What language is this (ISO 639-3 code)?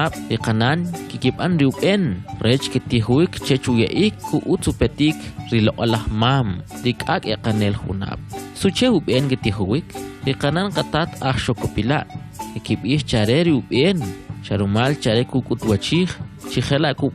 quc